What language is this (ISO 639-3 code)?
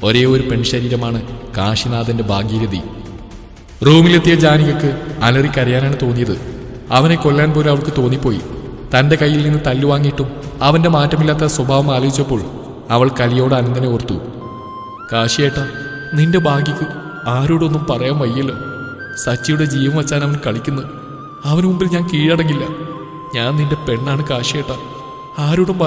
mal